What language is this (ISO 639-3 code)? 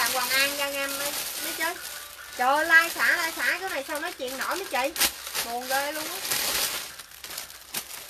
vie